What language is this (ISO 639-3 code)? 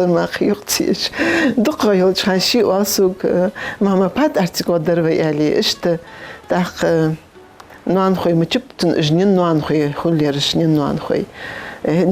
inh